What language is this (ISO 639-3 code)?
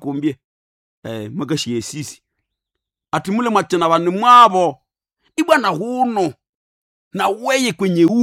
nnb